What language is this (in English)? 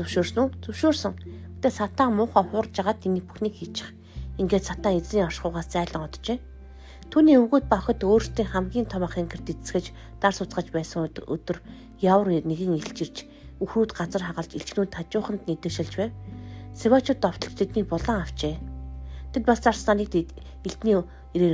Mongolian